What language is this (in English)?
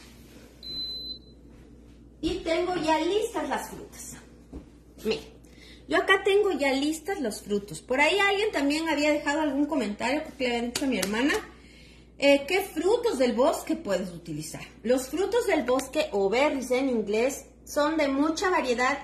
Spanish